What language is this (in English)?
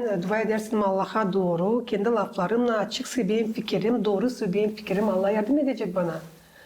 Gagauz